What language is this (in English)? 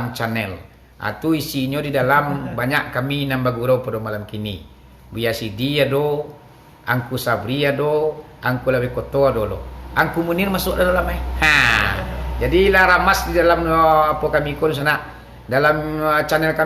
Minangkabau